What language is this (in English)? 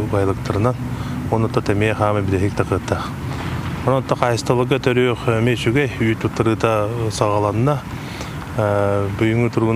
Yakut